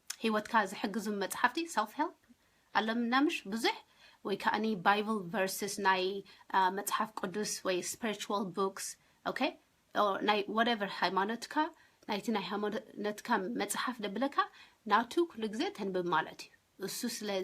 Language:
Tigrinya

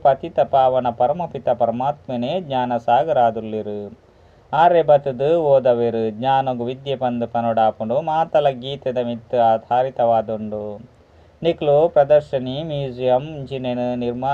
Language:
Tulu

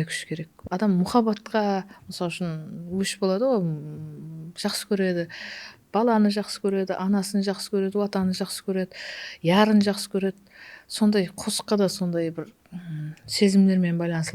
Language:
Kara-Kalpak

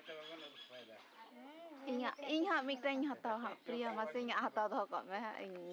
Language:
Santali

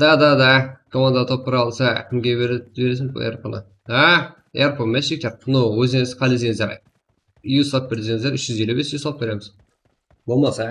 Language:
Kara-Kalpak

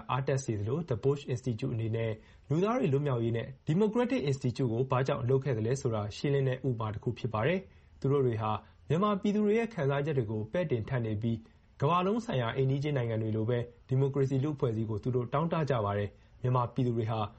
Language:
Burmese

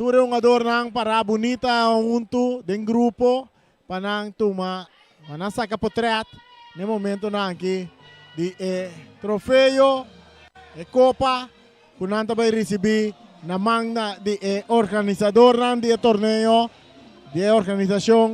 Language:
Papiamento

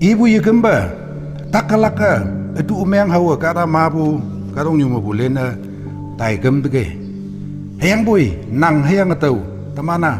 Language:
Konyak Naga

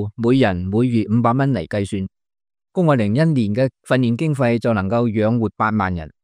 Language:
Cantonese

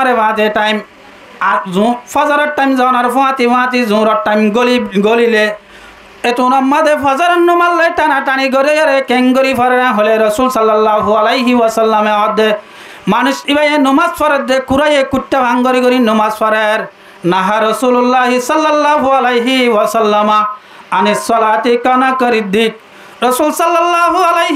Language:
Rohingya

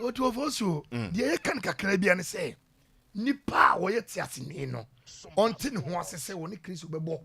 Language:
Akan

